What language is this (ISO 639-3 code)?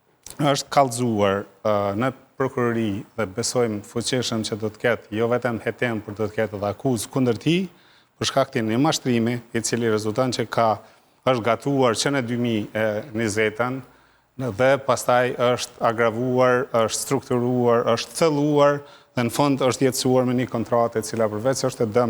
sqi